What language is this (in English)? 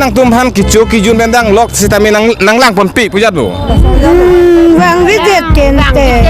Karbi